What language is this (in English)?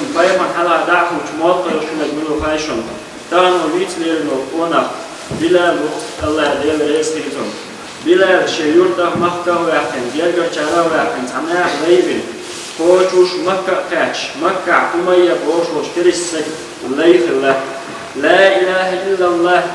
Chechen